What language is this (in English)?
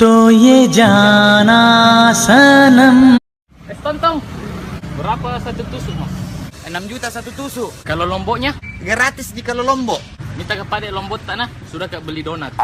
Makassar Malay